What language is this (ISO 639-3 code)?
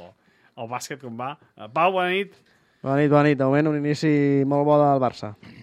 cat